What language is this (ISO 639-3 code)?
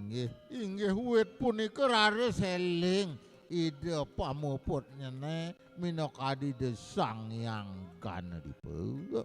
ban